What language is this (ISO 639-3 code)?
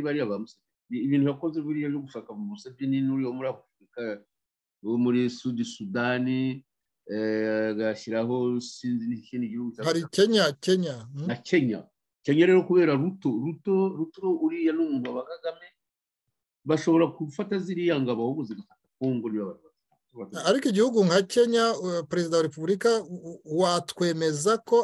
kin